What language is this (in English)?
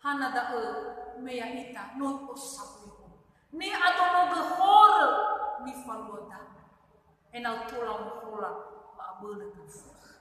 Nias